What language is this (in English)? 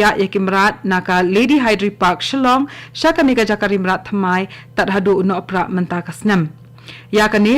Khasi